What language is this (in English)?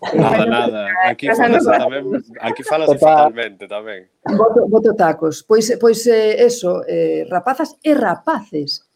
Galician